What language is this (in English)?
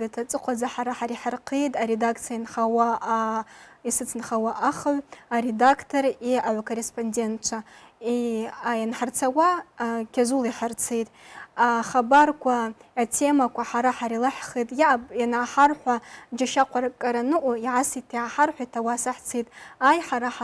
Abkhazian